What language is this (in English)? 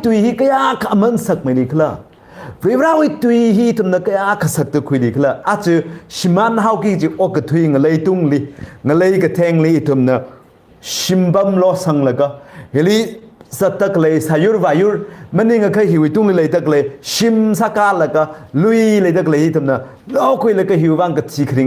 Tangkhul Naga (India)